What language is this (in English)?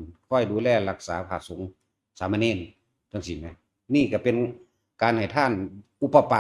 Northeastern Thai